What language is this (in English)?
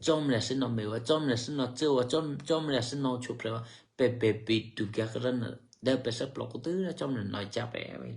Eastern Kayah